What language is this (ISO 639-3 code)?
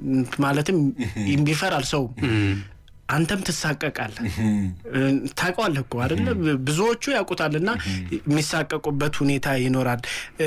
amh